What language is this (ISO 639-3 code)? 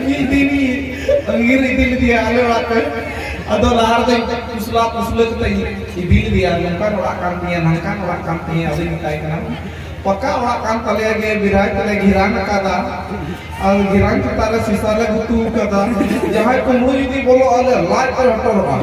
sat